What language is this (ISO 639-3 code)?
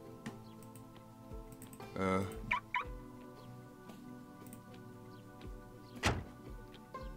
deu